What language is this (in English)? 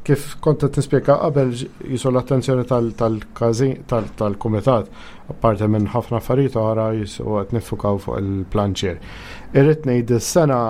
Maltese